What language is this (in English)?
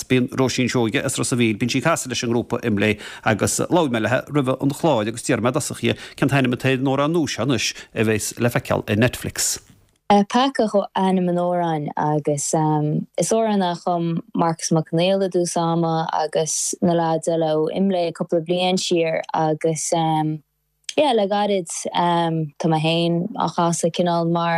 Irish